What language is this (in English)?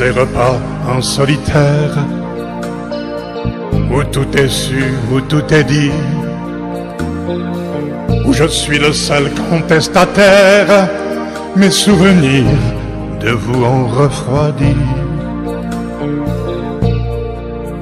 French